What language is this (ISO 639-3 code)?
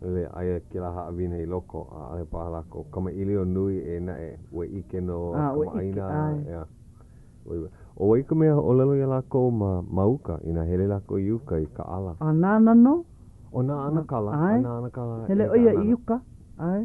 haw